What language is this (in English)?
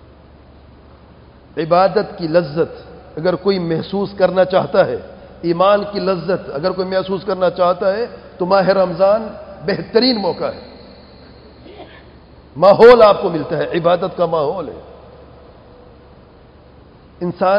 Urdu